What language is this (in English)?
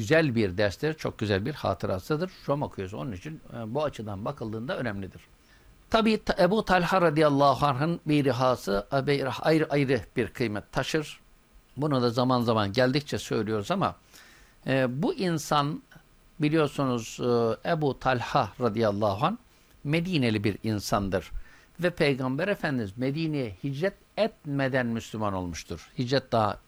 Turkish